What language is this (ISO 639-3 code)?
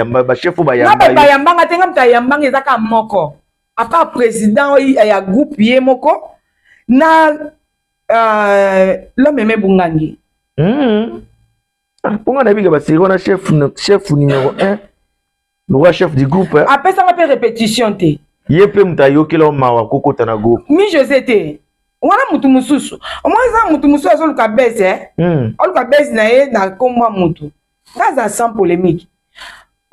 lin